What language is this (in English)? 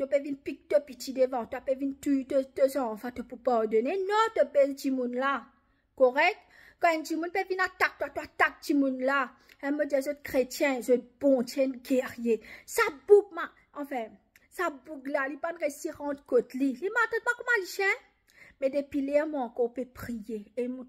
Morisyen